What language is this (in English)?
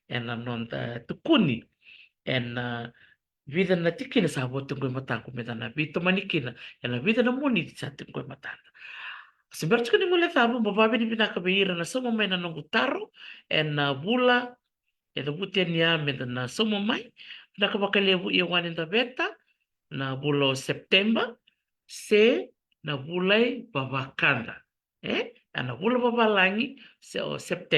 Fijian